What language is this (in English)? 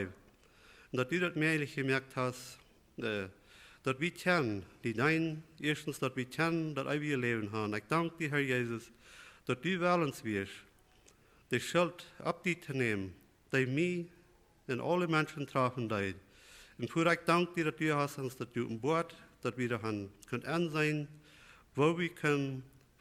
Plautdietsch